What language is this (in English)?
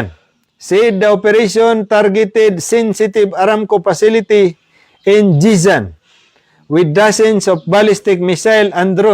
Maranao